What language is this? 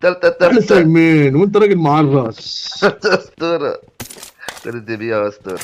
Egyptian Arabic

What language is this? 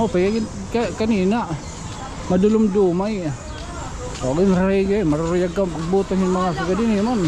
Waray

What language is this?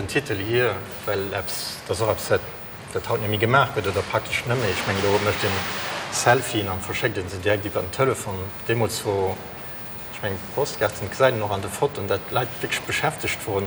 Luxembourgish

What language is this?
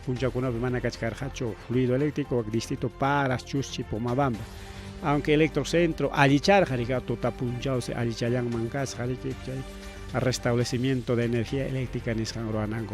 Ayacucho Quechua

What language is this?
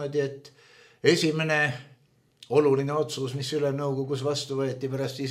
Estonian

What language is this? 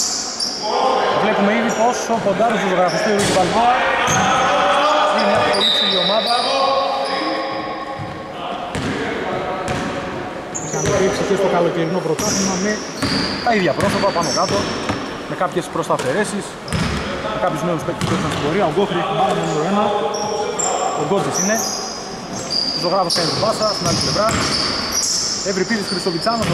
Greek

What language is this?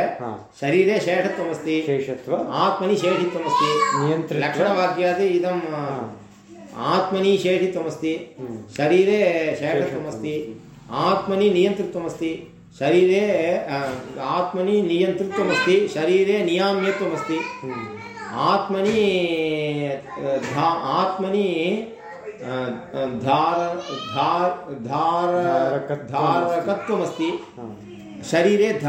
Sanskrit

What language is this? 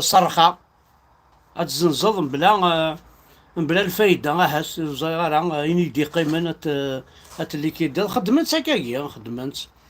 Kabyle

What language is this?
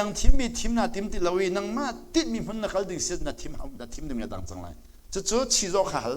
Hakha Chin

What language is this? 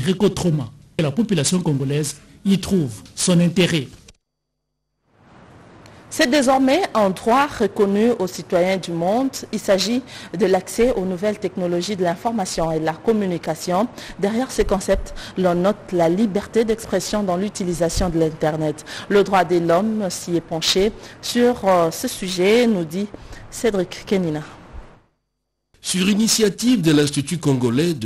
French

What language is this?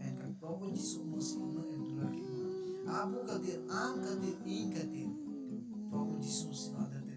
Santali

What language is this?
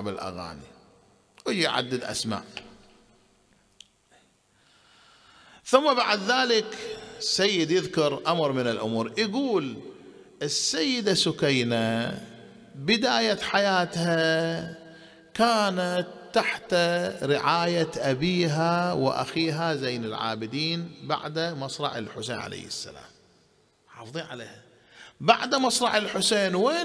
Arabic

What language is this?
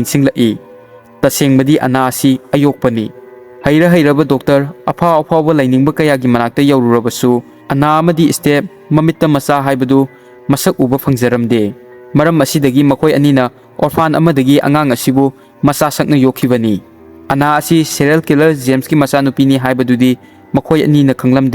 Manipuri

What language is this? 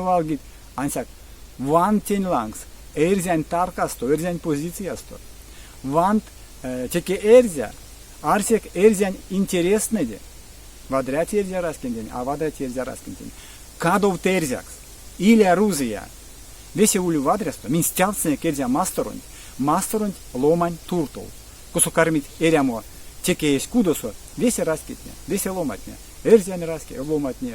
Erzya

